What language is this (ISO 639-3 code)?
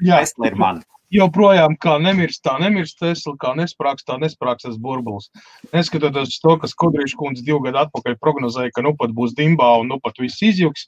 lav